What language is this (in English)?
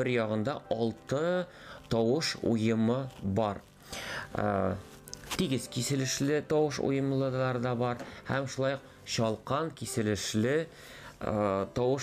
Tatar